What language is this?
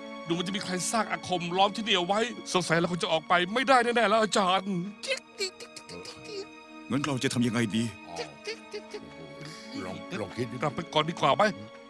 Thai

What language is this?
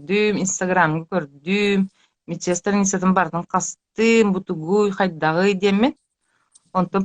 Yakut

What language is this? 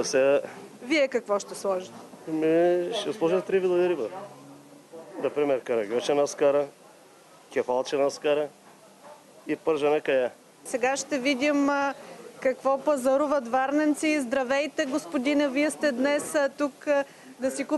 Bulgarian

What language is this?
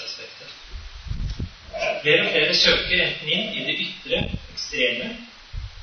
Norwegian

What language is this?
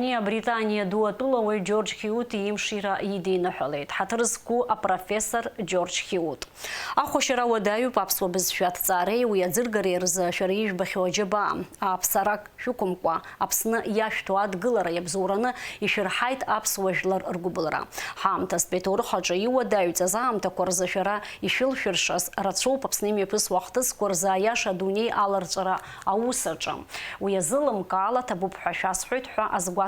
Abkhazian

